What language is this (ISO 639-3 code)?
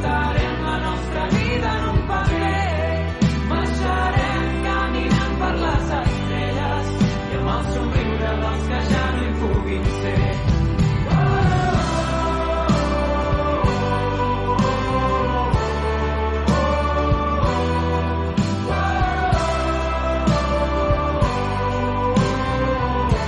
cat